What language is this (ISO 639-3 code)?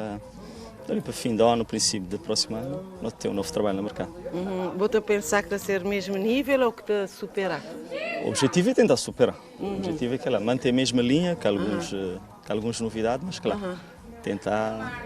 kea